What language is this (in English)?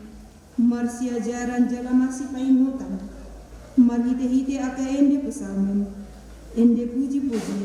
Batak Toba